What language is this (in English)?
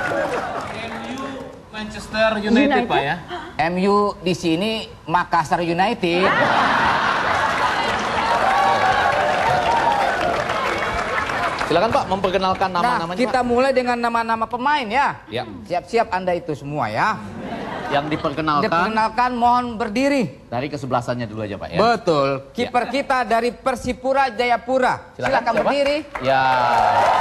Indonesian